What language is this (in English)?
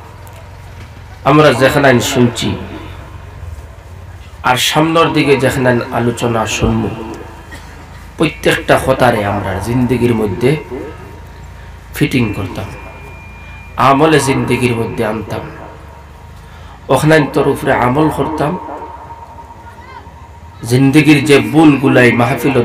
Bangla